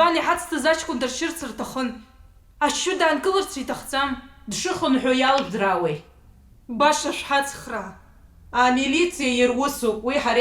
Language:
Abkhazian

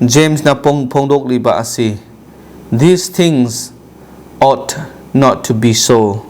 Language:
Manipuri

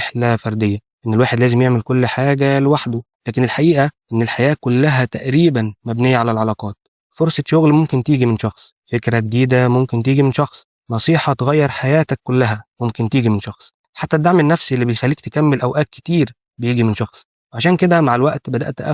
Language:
Egyptian Arabic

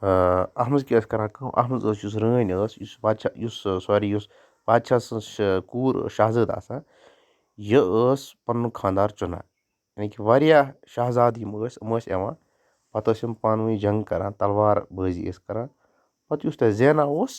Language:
Kashmiri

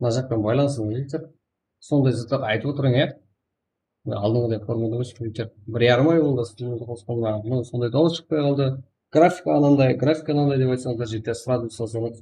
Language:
Kara-Kalpak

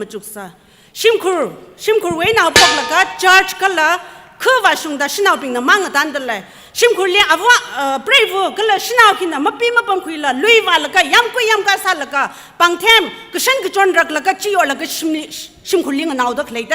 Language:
Tangkhul Naga (India)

